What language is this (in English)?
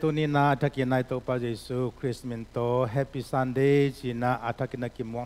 Tedim Chin